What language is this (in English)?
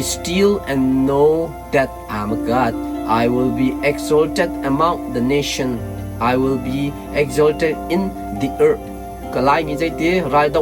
Hakha Chin